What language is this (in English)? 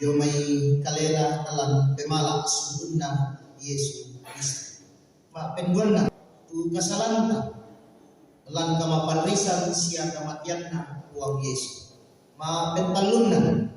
Toraja-Sa'dan